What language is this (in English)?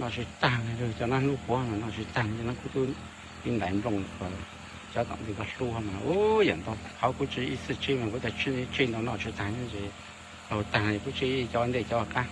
Hmong